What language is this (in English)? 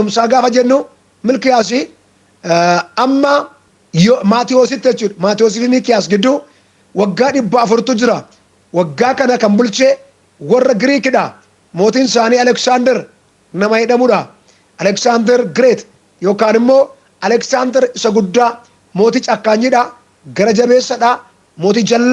Oromo